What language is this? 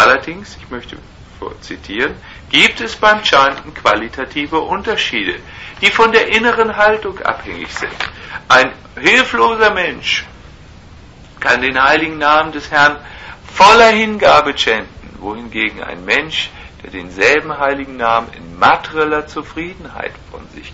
German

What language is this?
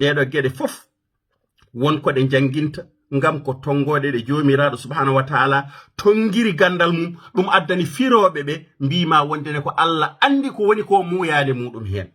Fula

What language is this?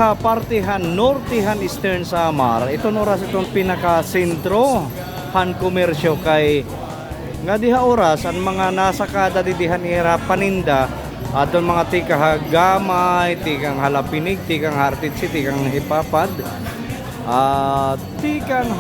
Waray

